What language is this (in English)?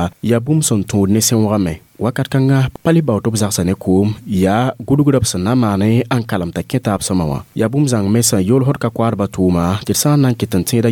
Mossi